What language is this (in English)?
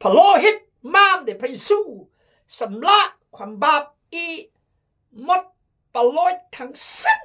Khmu